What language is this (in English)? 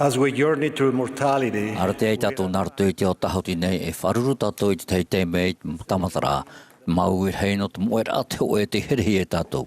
Tahitian